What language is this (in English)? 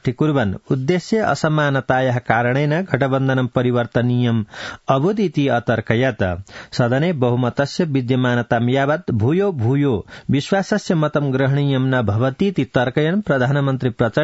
Sanskrit